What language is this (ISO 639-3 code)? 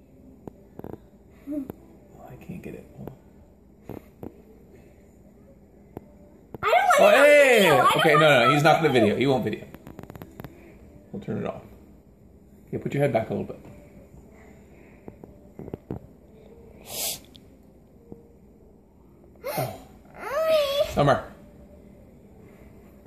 eng